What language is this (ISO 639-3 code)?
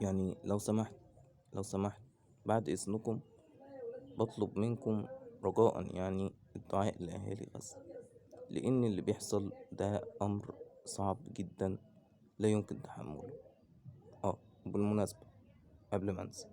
arz